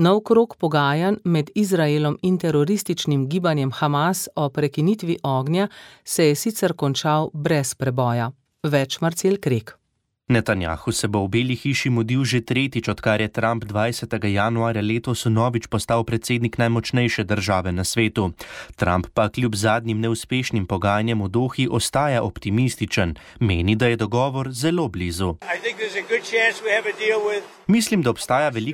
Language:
Slovenian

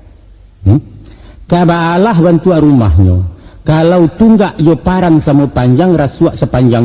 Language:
Minangkabau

